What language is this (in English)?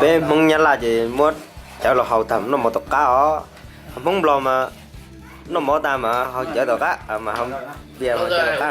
Hmong